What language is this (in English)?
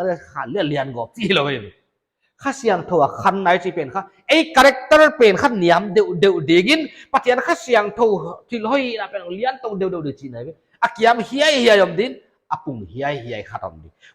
Paite Chin